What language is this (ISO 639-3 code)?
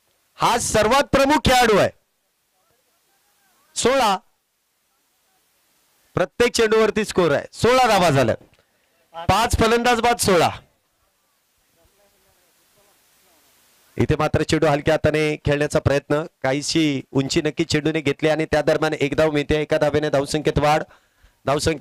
mar